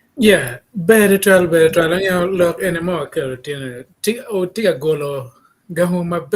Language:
Acoli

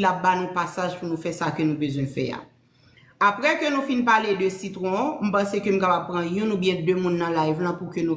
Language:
Haitian Creole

